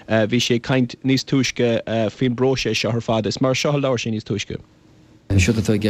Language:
Irish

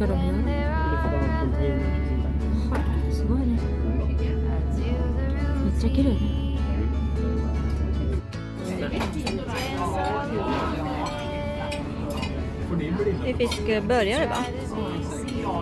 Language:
Swedish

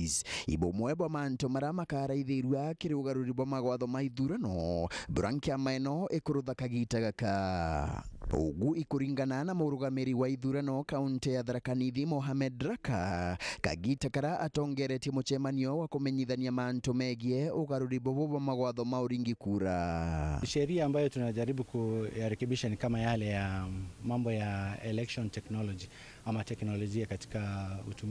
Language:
Meru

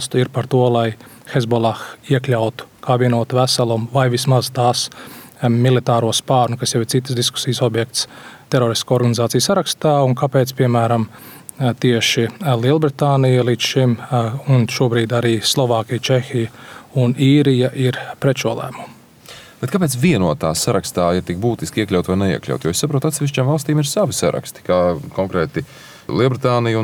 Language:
Latvian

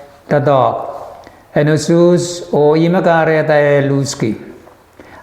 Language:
Pohnpeian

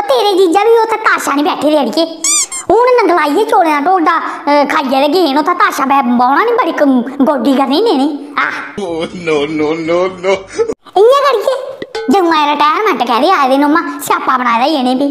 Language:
Dogri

